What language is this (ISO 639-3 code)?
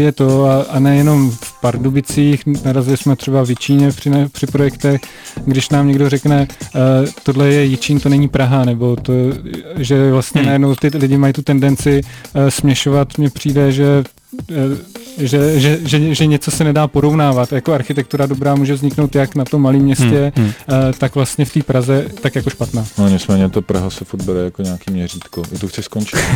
ces